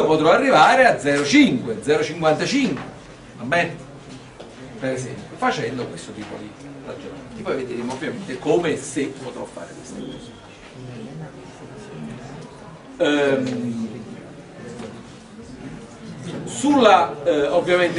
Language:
Italian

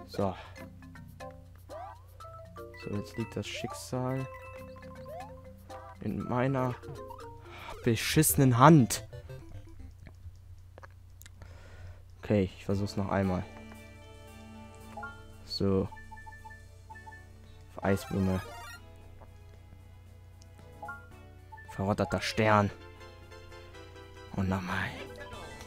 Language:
German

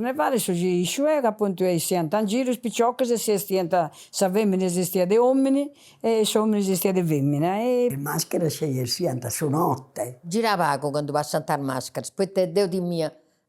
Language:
Sardinian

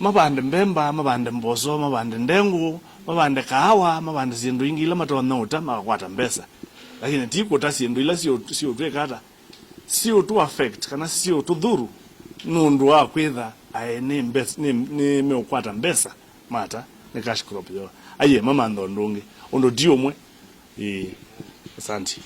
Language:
Kamba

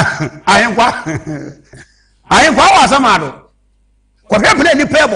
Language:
Akan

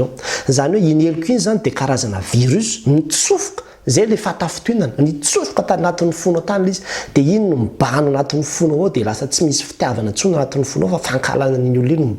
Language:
Malagasy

